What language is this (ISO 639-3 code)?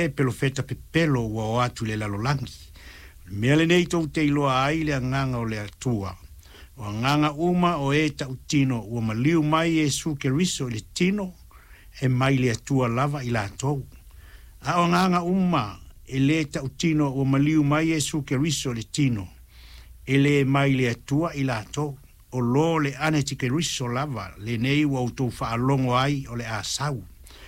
smo